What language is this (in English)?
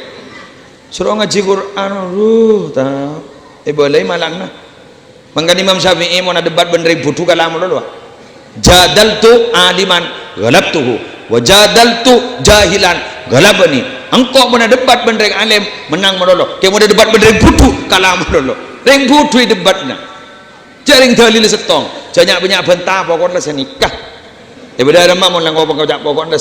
Madurese